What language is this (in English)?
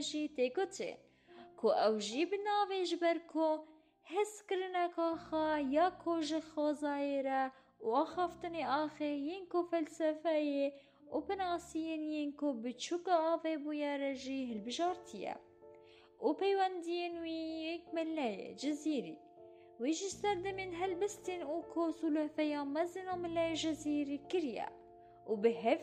Kurdish